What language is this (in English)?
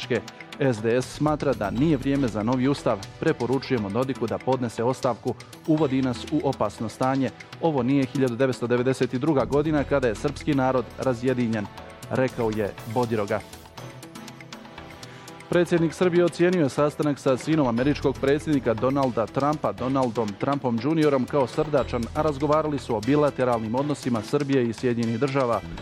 Bosnian